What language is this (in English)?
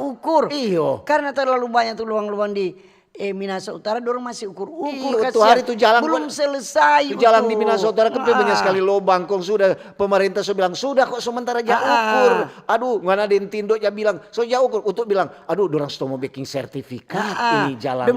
Manado Malay